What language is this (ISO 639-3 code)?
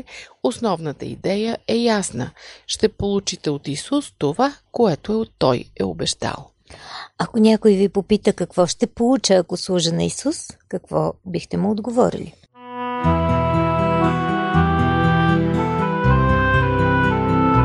bul